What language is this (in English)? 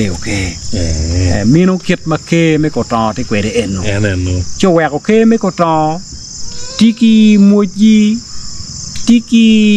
Acoli